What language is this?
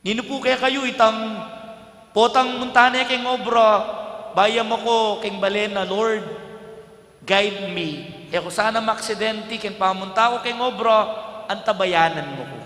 Pampanga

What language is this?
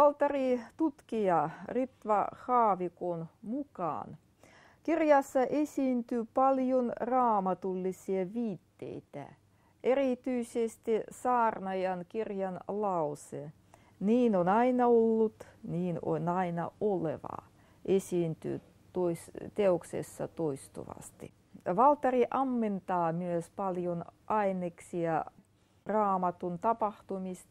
Finnish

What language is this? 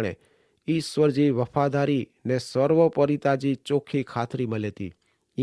Kachhi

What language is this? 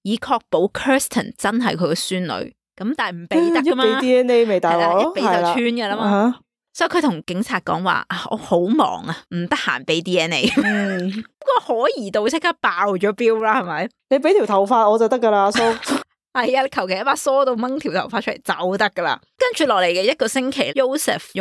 Cantonese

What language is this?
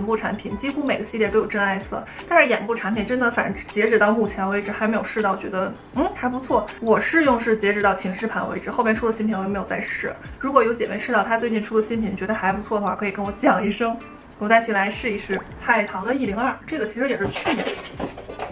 Chinese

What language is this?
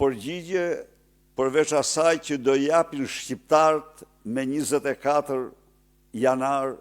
Albanian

